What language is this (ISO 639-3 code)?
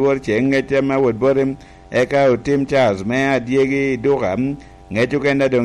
laj